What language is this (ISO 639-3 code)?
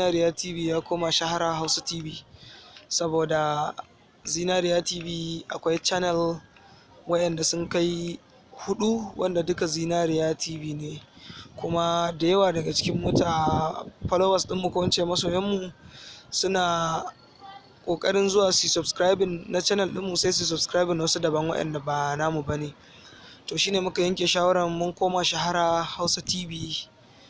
hau